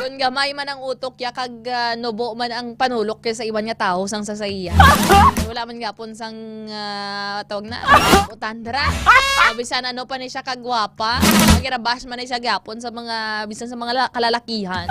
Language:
Hiligaynon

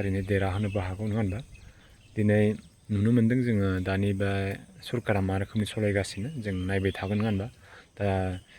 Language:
Bodo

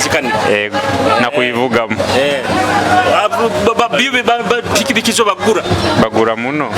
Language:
Nyoro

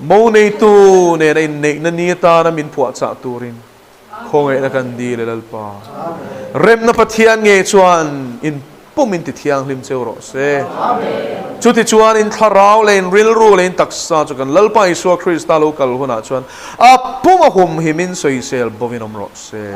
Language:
Mizo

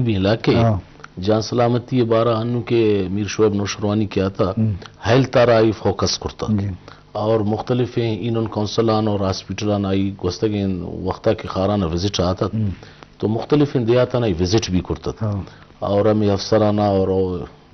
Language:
Eastern Balochi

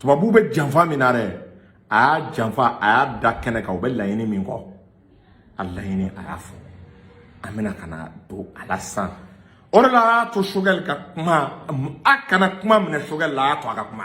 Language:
Bambara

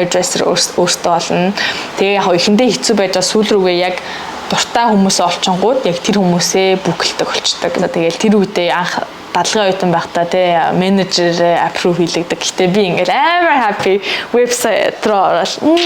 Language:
Mongolian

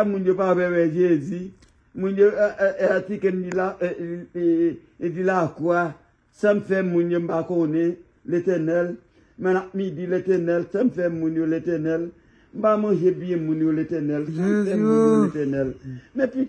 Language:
Haitian Creole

